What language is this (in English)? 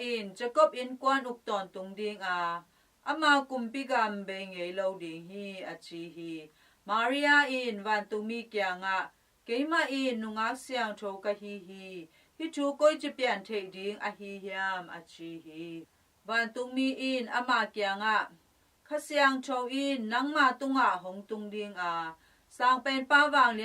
Tedim Chin